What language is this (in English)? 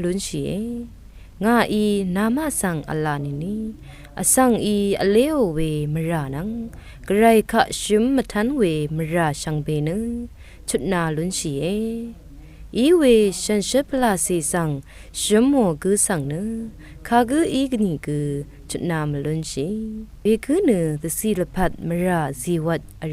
Rawang